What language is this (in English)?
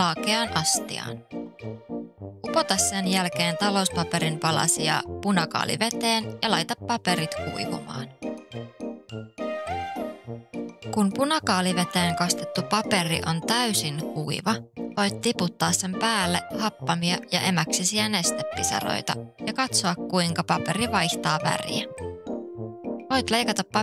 Finnish